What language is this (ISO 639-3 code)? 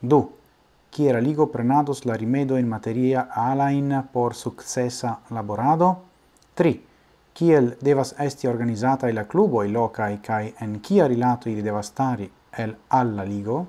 epo